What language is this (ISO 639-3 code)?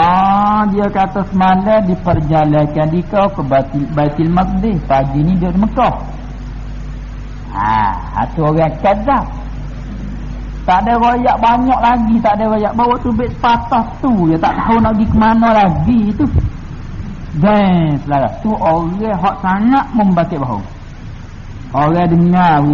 msa